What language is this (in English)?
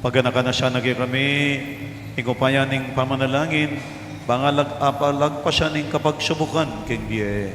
Pampanga